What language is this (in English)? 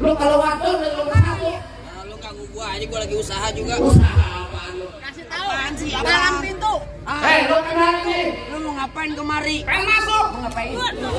Betawi